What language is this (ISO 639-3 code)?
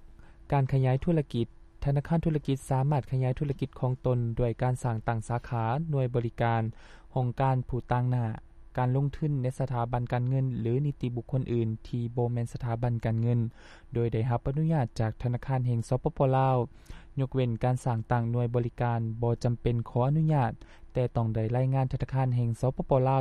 lao